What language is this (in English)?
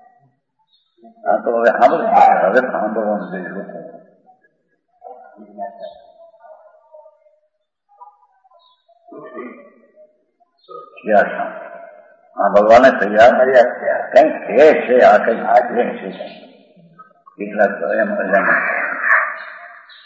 Gujarati